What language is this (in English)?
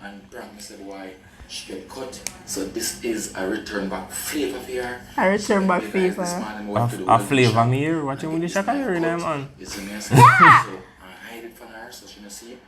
Jamaican Creole English